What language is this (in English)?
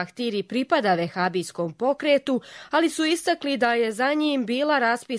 Bosnian